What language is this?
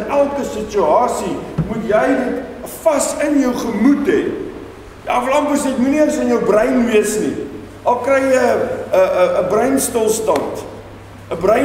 Afrikaans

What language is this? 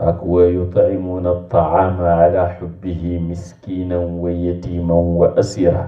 Wolof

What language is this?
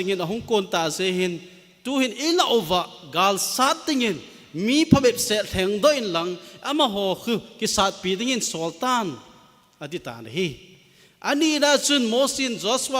Thado Chin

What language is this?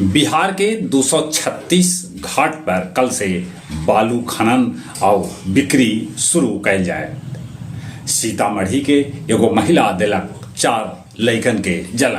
Magahi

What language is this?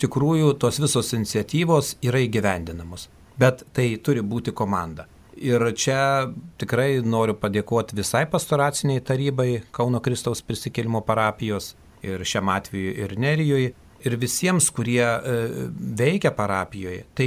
Lithuanian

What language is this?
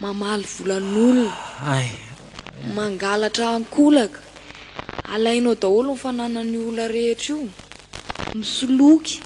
Malagasy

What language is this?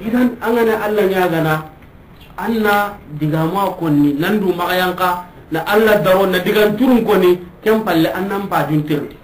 Soninke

